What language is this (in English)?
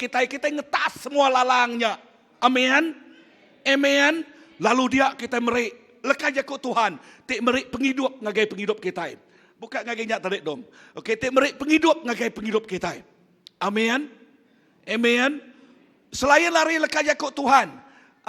Iban